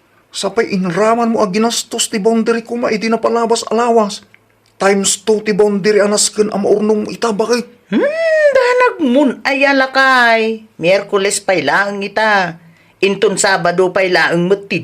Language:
Iloko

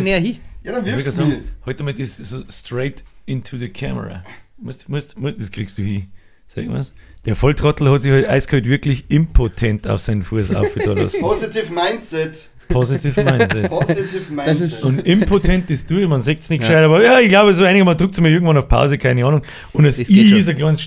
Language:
Bavarian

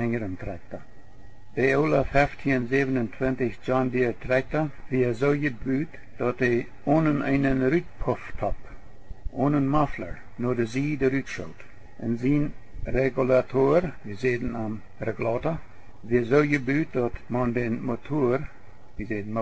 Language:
Plautdietsch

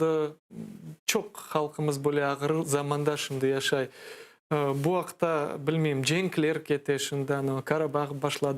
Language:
Crimean Tatar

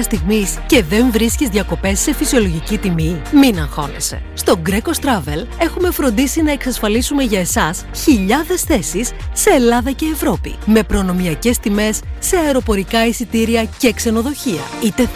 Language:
Greek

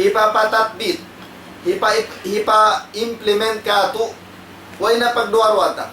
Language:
Tausug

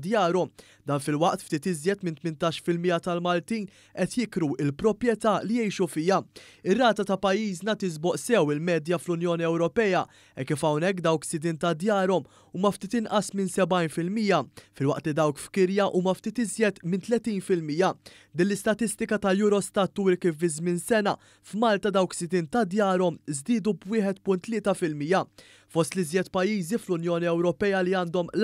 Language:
Maltese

